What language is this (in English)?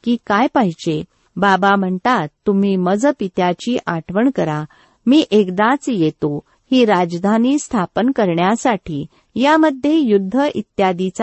Marathi